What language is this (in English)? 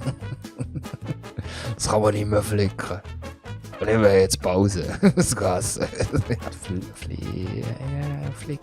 Swiss German